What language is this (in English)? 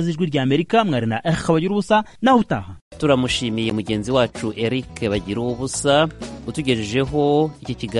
Kinyarwanda